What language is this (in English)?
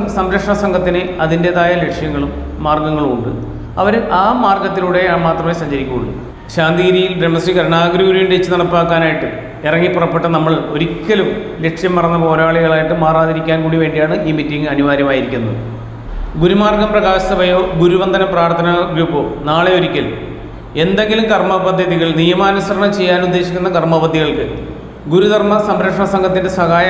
Malayalam